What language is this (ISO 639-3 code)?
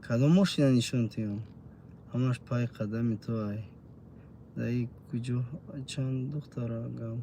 tgk